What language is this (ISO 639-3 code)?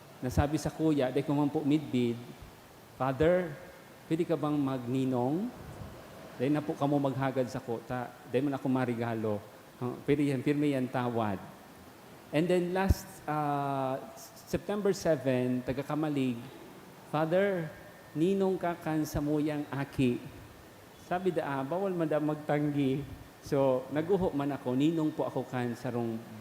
bik